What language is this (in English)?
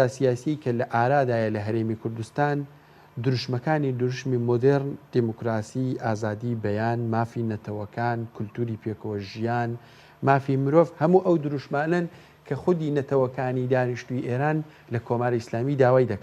Central Kurdish